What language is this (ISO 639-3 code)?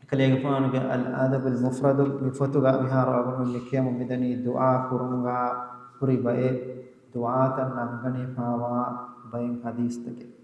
div